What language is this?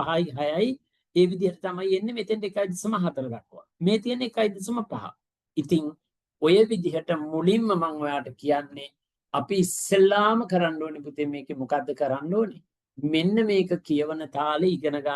Sinhala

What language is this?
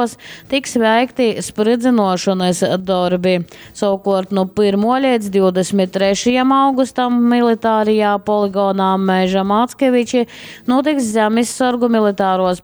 Latgalian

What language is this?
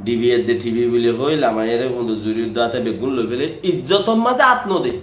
Rohingya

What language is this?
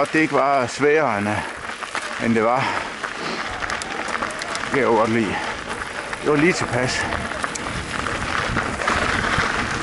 Danish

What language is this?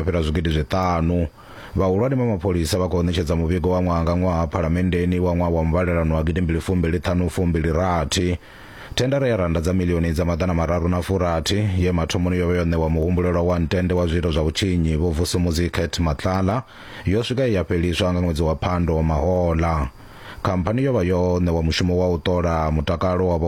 Venda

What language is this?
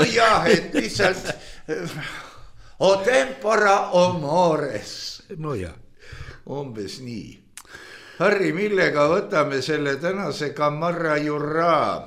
Estonian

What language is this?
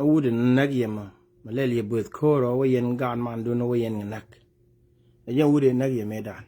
Nuer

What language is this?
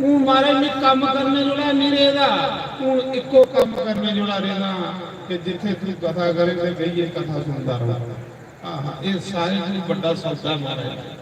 Dogri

